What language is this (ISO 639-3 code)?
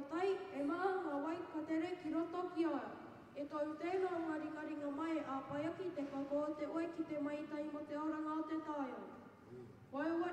mri